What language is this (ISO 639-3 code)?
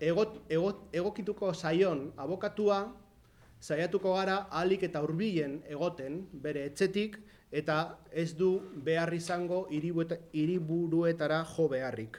eus